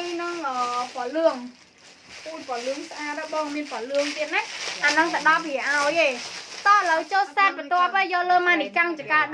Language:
Khmer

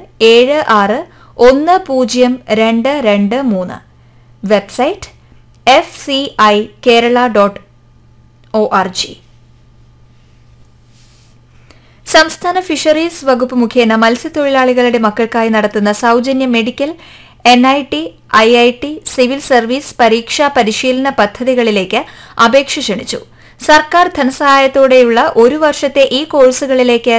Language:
Malayalam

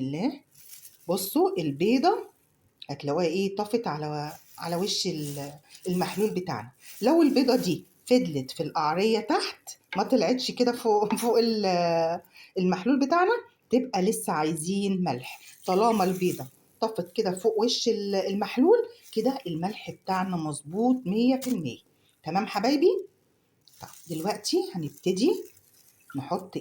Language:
Egyptian Arabic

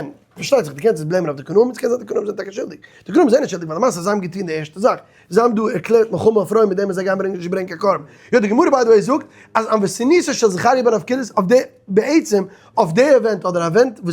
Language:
Yiddish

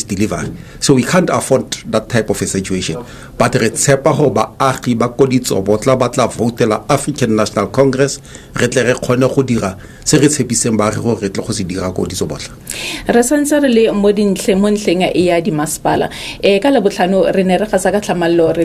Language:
Tswana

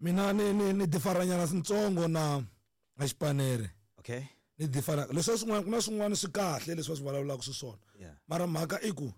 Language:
Tsonga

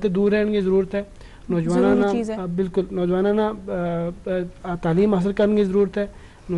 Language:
Gujari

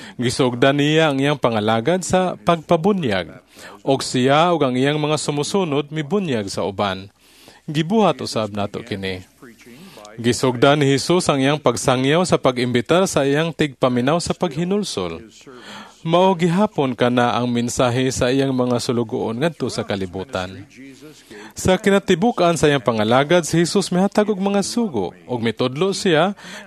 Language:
Cebuano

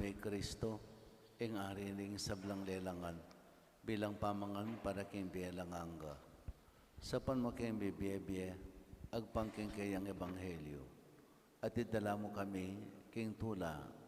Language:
Pampanga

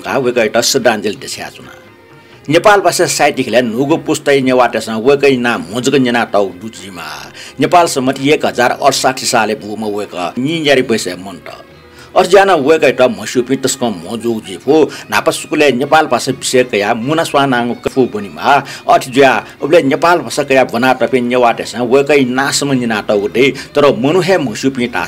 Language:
Newari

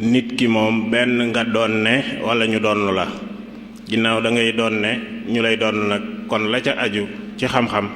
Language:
Wolof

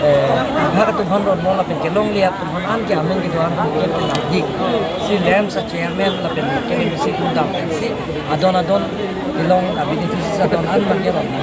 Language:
Karbi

